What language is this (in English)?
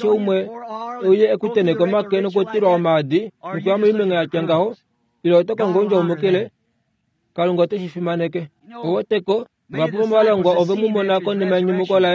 Kuanyama